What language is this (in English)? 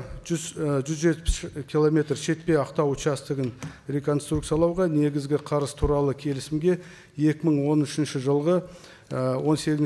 Kazakh